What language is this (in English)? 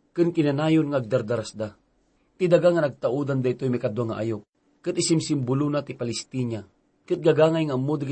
Iloko